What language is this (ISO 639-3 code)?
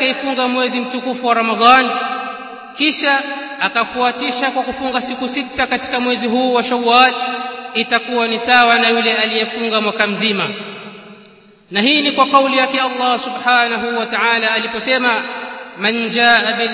swa